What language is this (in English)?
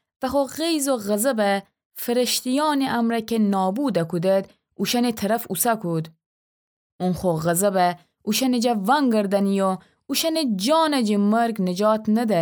Gilaki